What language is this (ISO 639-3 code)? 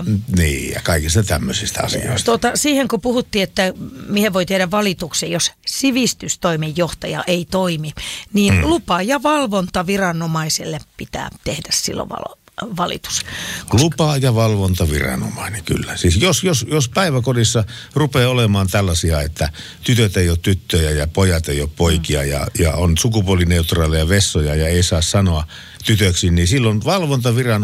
fin